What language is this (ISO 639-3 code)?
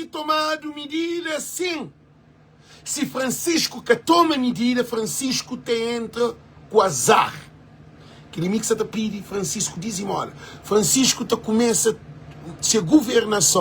kea